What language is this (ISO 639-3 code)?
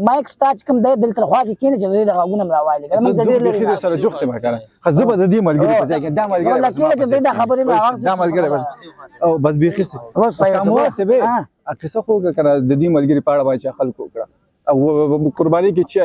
pus